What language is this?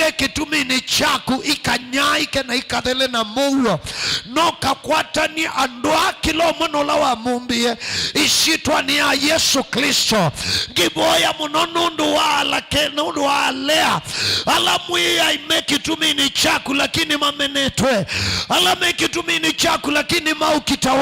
Kamba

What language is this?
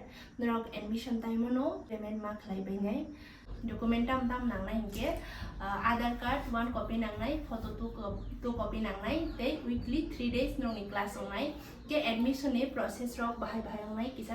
Kok Borok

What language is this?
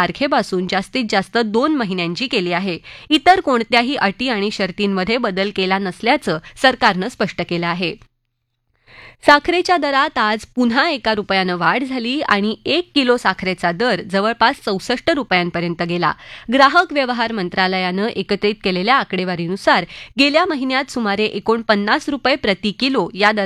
Marathi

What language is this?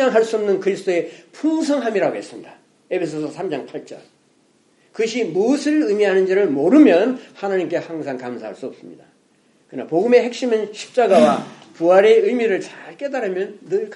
Korean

